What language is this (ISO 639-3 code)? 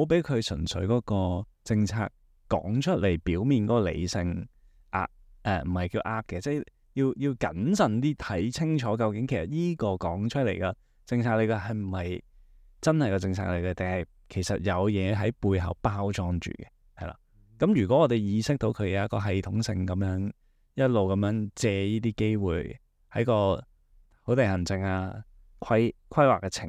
yue